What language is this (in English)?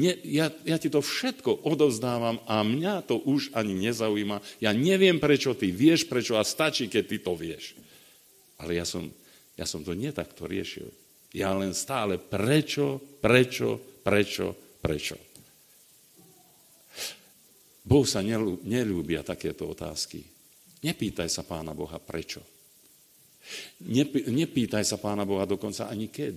Slovak